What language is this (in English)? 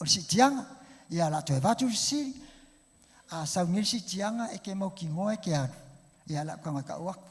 Samoan